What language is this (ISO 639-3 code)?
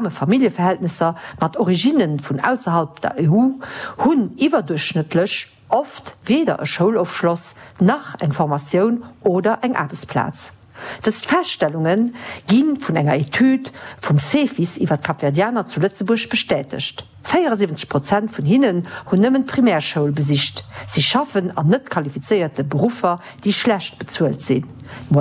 ltz